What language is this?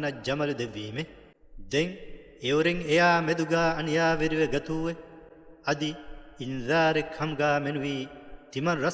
Divehi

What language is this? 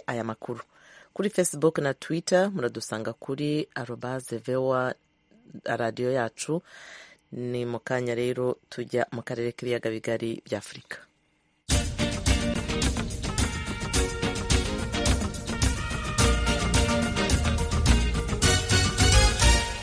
Kinyarwanda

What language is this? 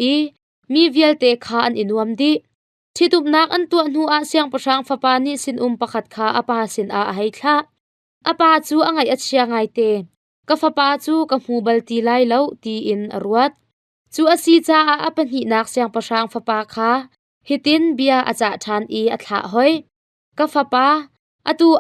Hakha Chin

